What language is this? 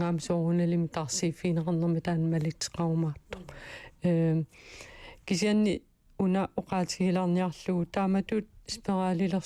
Kalaallisut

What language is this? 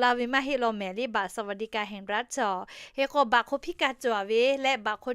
Lahu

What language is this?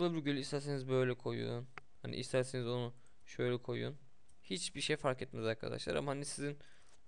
Turkish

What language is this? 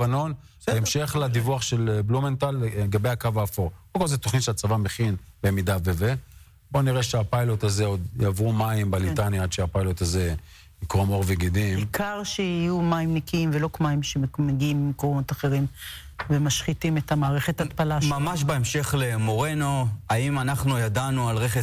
Hebrew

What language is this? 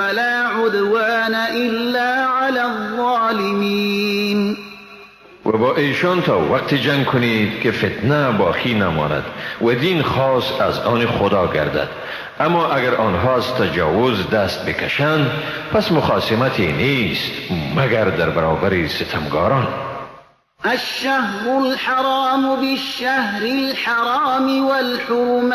Persian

